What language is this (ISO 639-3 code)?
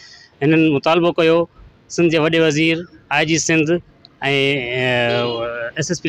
snd